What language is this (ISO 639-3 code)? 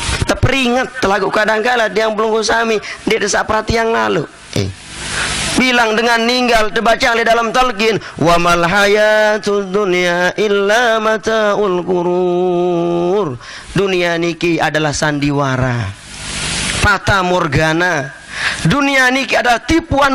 sas